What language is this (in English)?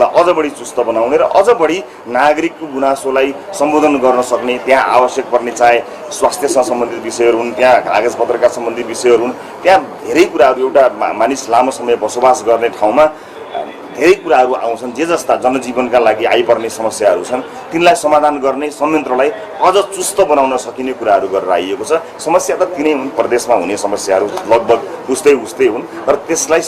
Nepali